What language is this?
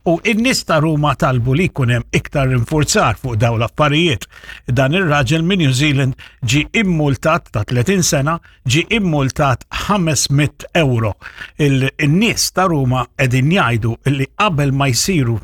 Maltese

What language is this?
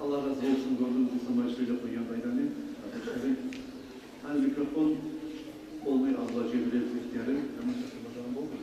Kumyk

